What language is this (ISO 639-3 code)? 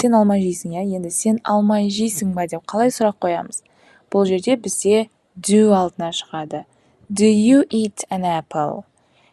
kaz